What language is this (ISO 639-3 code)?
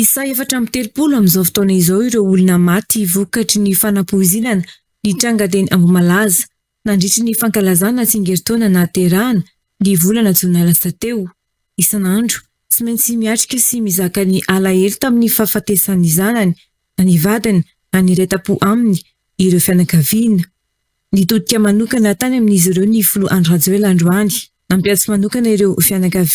mlg